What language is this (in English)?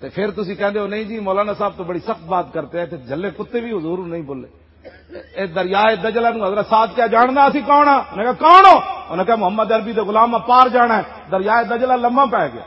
Western Panjabi